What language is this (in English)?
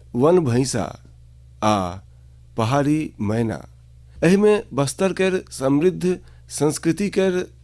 Maithili